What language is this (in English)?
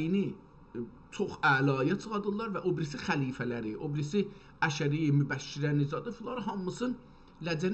South Azerbaijani